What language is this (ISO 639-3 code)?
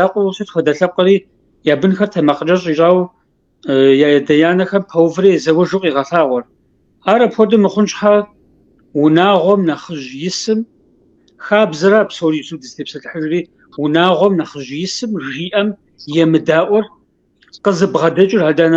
kbd